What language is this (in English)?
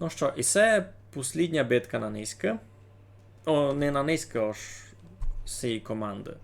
Rusyn